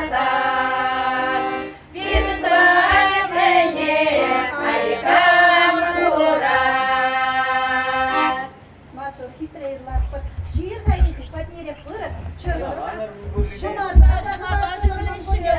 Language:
Chuvash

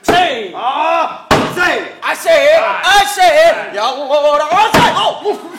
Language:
Neapolitan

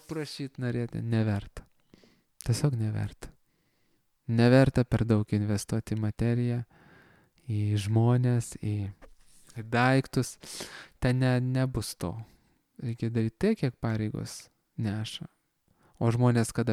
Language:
Lithuanian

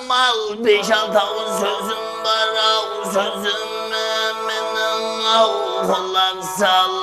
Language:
Kara-Kalpak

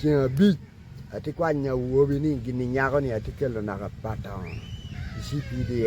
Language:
Acoli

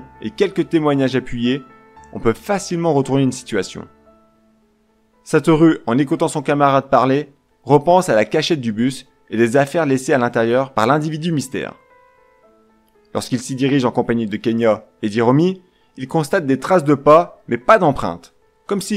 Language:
French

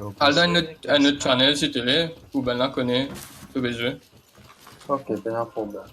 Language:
Morisyen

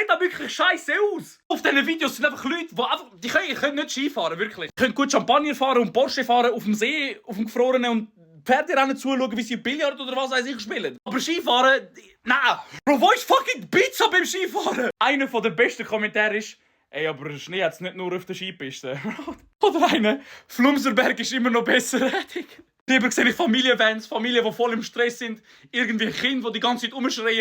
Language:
Swiss German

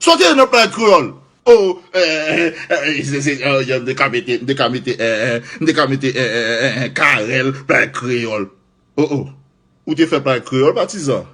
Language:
Haitian Creole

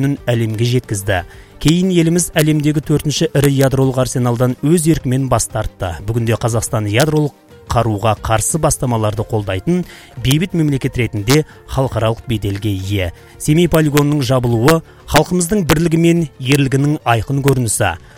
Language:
Kazakh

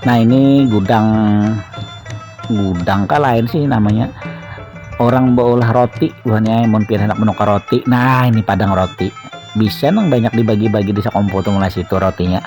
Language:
Banjar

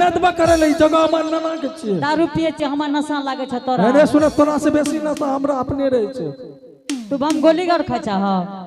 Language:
Angika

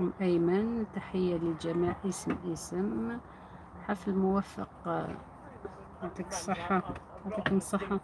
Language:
Algerian Arabic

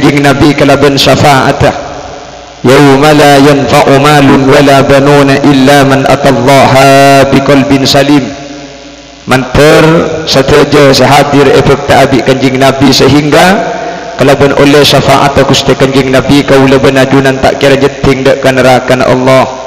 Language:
Madurese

